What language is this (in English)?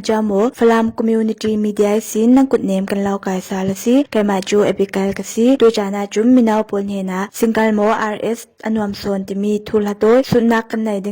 Falam Chin